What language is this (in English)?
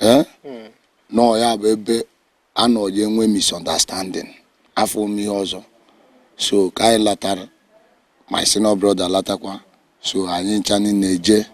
Igbo